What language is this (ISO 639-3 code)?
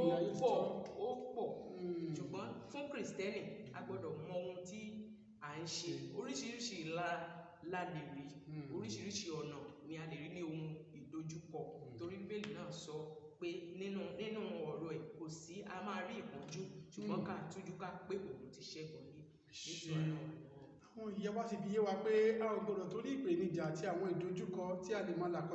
yor